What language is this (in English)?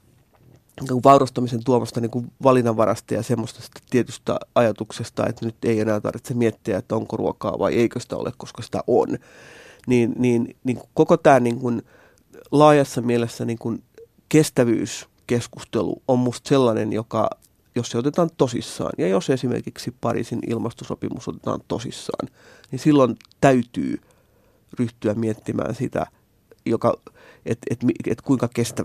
Finnish